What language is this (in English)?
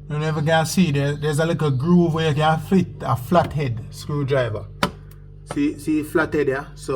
Jamaican Creole English